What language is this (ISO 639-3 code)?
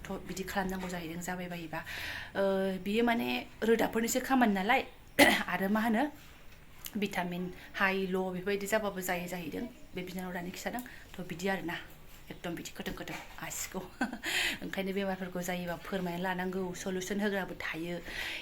brx